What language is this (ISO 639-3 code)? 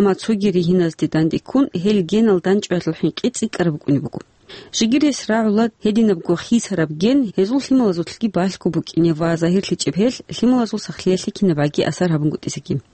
ava